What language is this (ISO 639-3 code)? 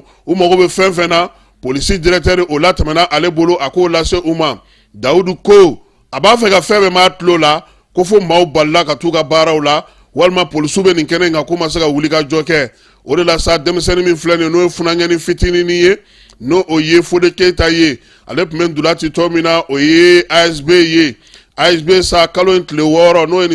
bam